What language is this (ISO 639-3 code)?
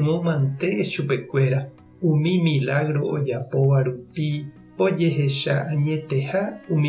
grn